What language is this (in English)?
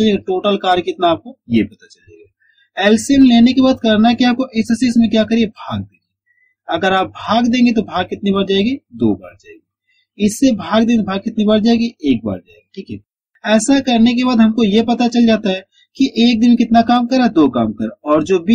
Hindi